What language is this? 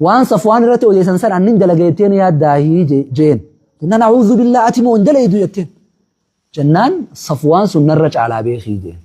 Oromo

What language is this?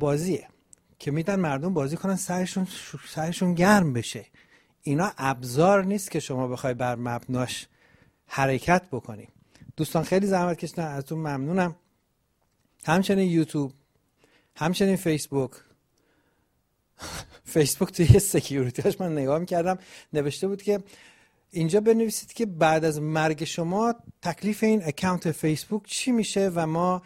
Persian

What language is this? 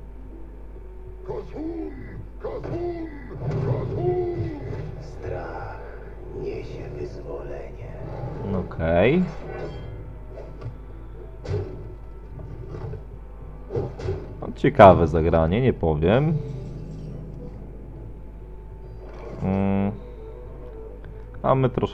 Polish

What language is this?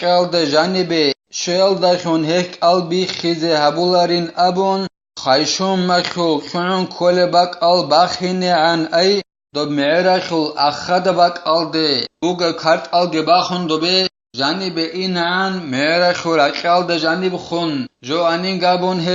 Avaric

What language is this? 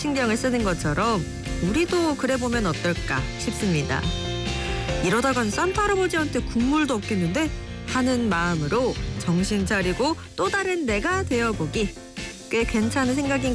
Korean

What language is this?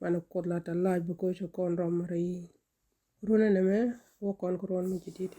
Nuer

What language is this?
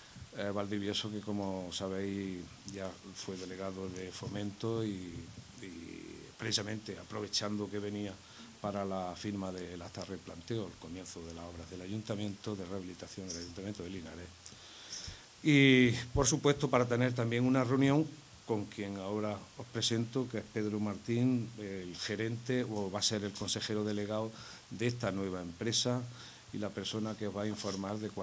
Spanish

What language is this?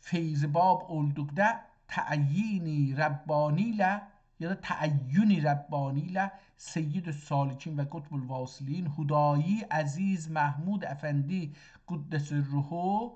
South Azerbaijani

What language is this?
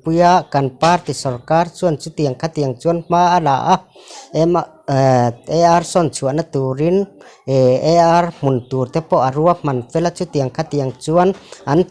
Mizo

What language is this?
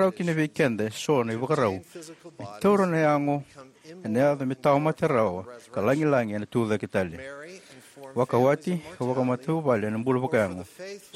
Fijian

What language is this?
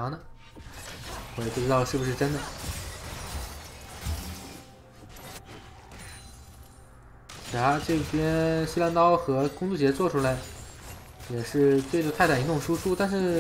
Chinese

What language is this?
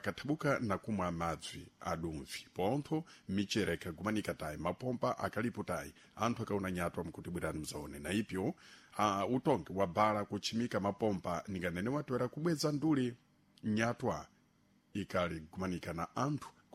Sena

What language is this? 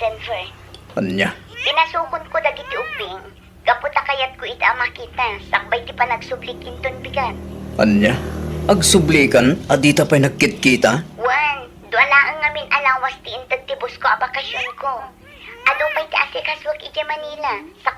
Iloko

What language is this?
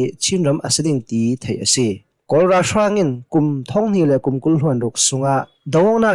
Hakha Chin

